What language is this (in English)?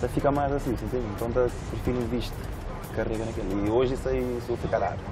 Kabuverdianu